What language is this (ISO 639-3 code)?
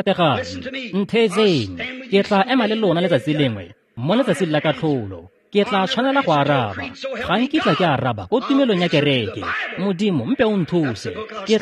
tsn